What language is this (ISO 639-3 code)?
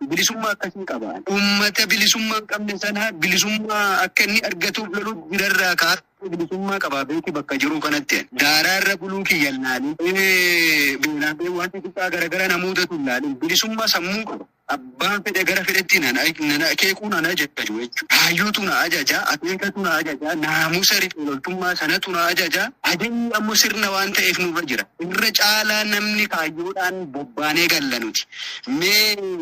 orm